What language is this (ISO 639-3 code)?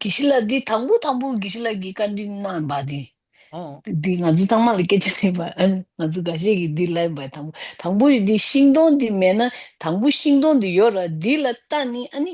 bod